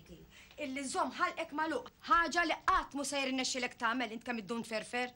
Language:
Maltese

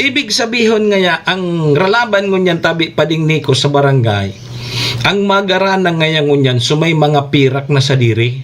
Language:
Bikol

